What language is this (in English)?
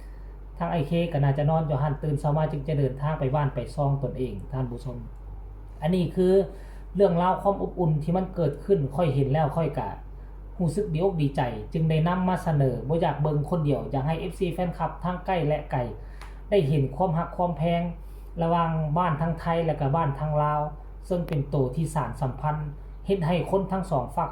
Northeastern Thai